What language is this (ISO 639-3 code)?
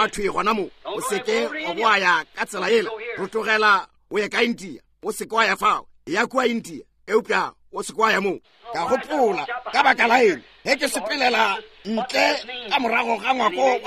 nso